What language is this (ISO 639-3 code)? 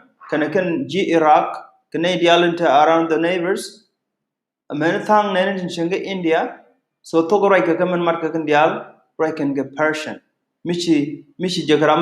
nus